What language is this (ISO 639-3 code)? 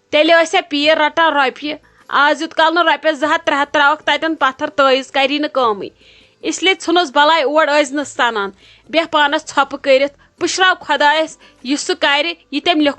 kas